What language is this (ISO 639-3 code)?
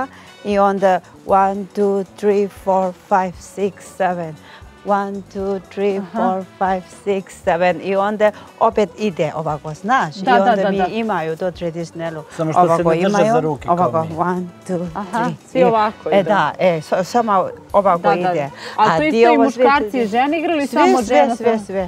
srp